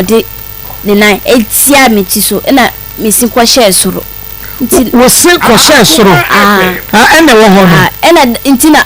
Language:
Akan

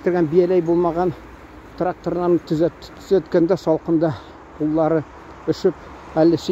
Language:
Tatar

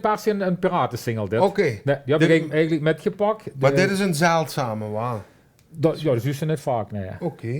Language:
Limburgish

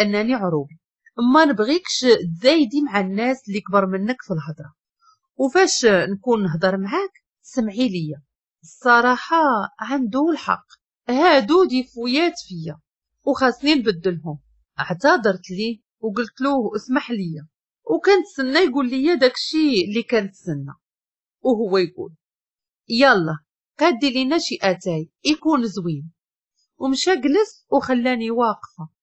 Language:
Moroccan Arabic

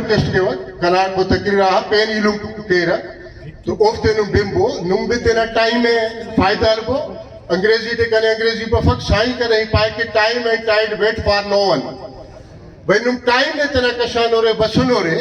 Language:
Brahui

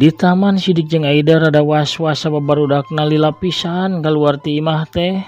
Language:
Sundanese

